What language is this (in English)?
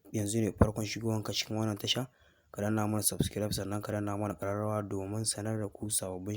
Hausa